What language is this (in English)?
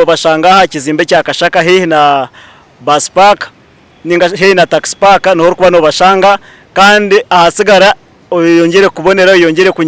Nyankole